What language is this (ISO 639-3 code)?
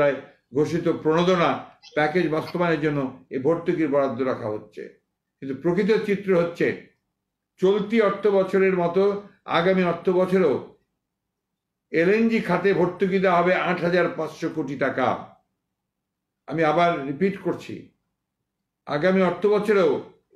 ben